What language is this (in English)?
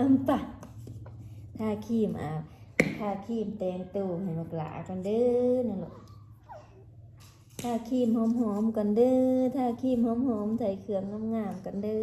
Lao